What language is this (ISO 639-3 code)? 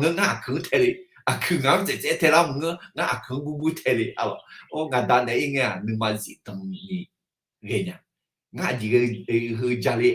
ahk